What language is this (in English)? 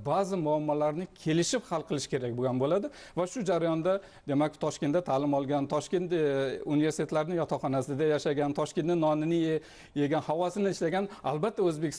Uzbek